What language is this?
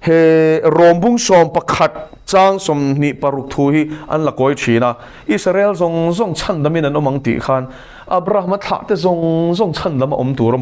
Mizo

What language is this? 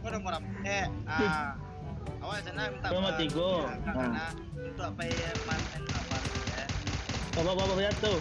Minangkabau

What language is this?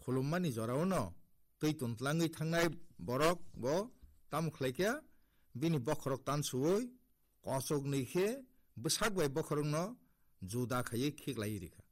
Kok Borok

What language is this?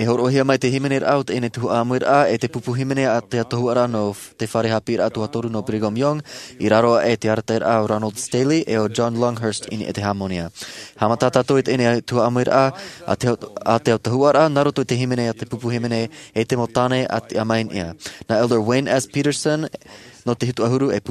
Tahitian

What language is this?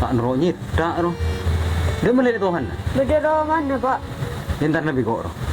Madurese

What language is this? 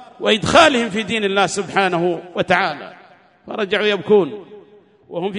Arabic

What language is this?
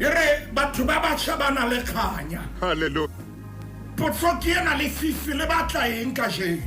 Southern Sotho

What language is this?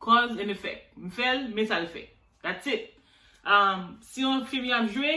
Haitian Creole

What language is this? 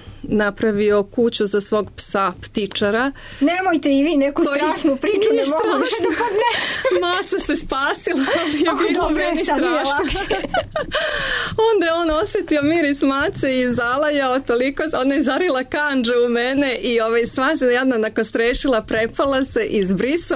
Serbian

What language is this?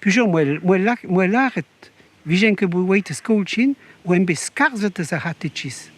Breton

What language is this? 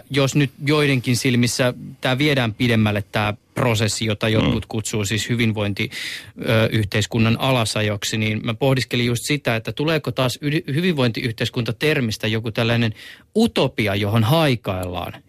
Finnish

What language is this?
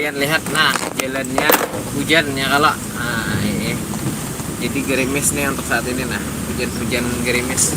Banjar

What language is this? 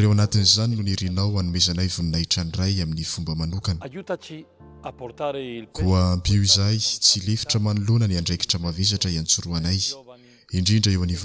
Malagasy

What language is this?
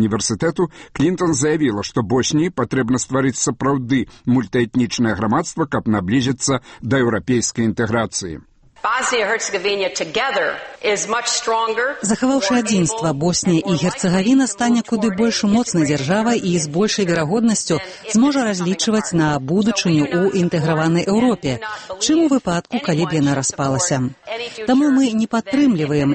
Belarusian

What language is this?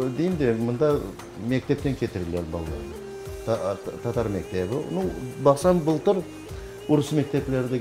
Crimean Tatar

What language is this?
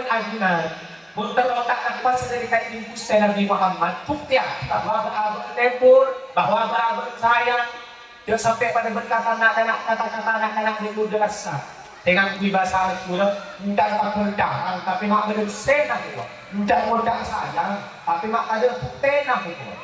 Madurese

